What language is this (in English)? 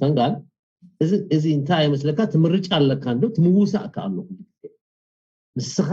Tigrinya